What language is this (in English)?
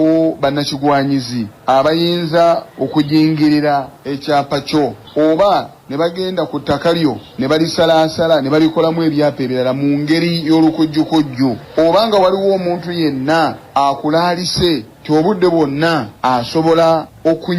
Ganda